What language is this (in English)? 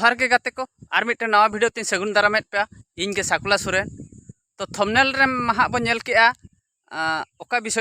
Santali